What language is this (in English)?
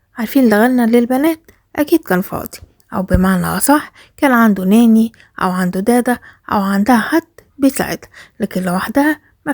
Egyptian Arabic